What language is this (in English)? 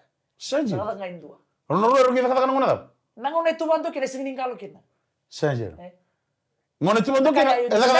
Fijian